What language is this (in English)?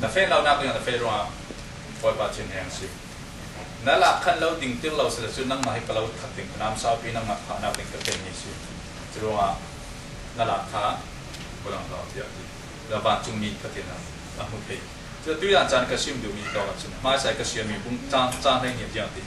Falam Chin